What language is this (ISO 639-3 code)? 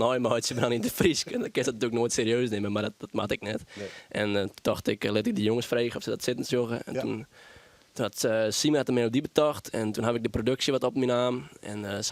fry